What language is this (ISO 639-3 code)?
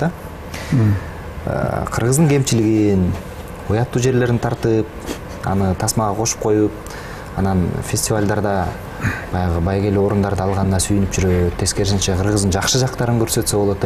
kir